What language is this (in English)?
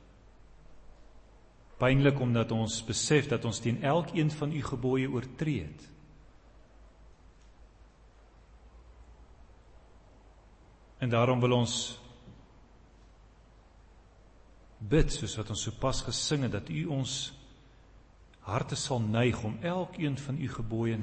Afrikaans